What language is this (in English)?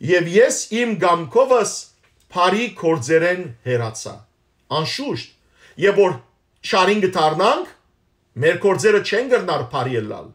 Western Armenian